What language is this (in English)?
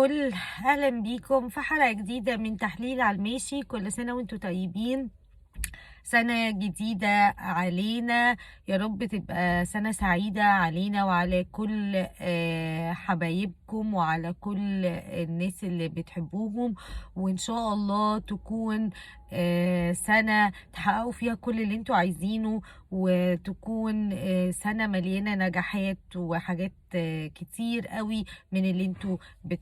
Egyptian Arabic